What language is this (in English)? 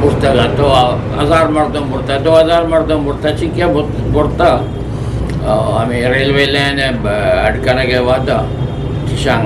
Eastern Balochi